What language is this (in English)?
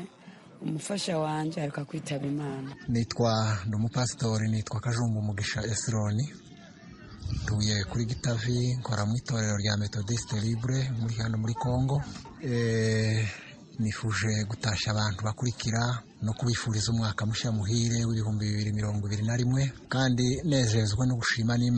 Kinyarwanda